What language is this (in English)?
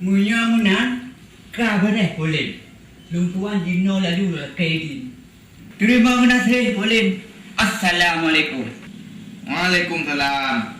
Achinese